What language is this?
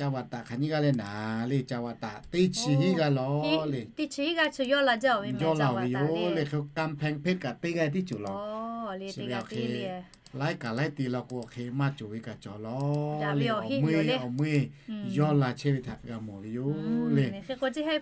Lahu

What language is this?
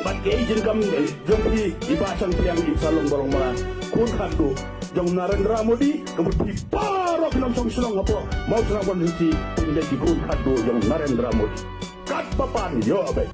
Khasi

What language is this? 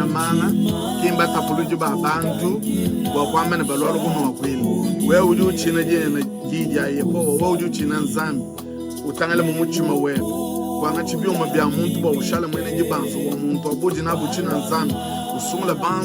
Luba-Lulua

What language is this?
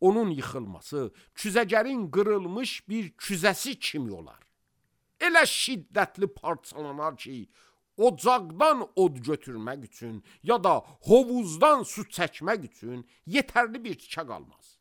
Azerbaijani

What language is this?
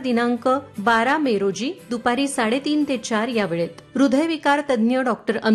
Marathi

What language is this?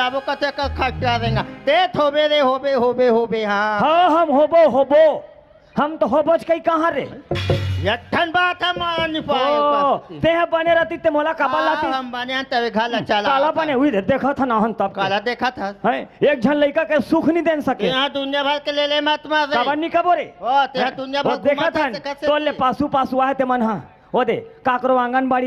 Chhattisgarhi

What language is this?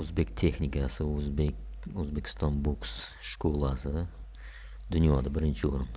Uzbek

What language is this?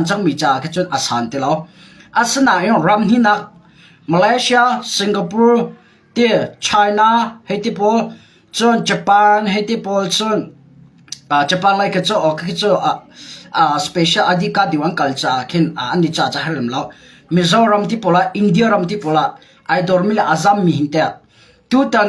Hakha Chin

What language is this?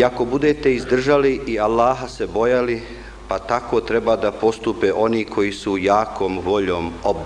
Bosnian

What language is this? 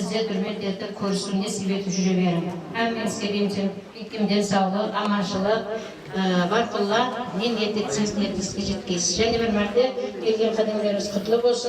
Kara-Kalpak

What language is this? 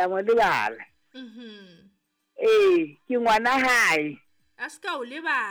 Southern Sotho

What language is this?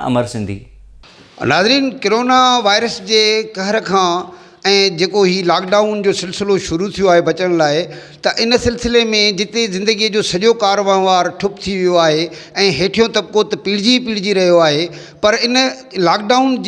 Sindhi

